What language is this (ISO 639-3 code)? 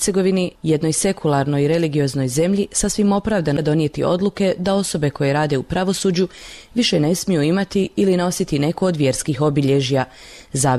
bos